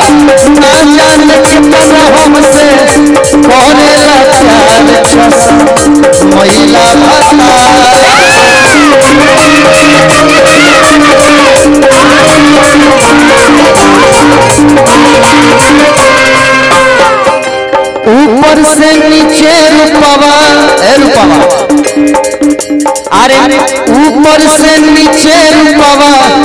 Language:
Bhojpuri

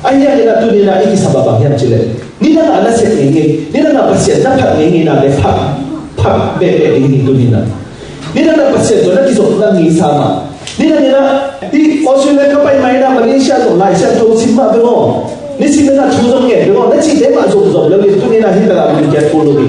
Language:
Tedim Chin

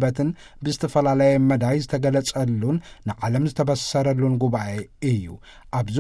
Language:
Tigrinya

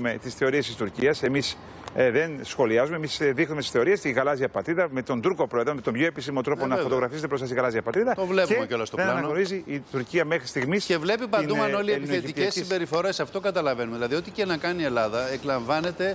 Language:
Greek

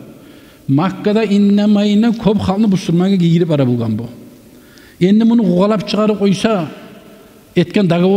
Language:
Kumyk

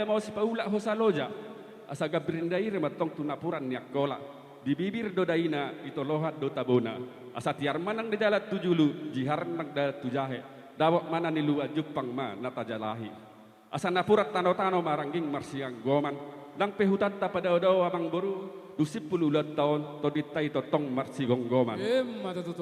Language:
Batak Toba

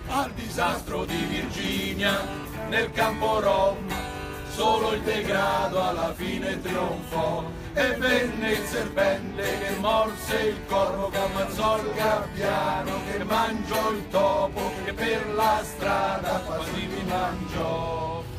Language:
Italian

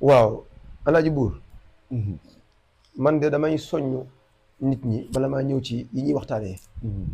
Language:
Wolof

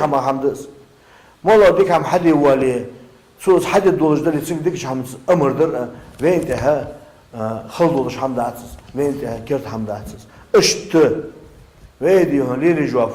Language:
Ingush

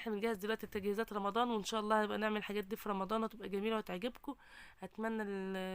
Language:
Egyptian Arabic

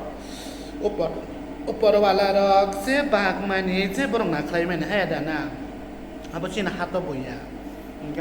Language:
Kok Borok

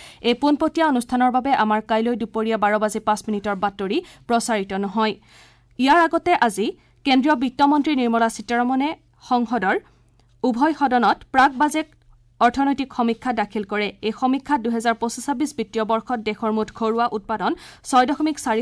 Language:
Assamese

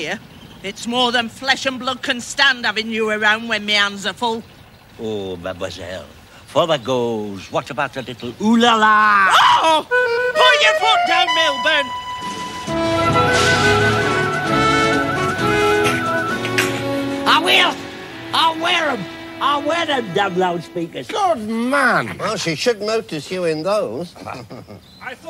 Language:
English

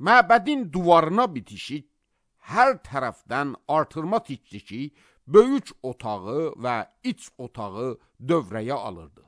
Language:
Azerbaijani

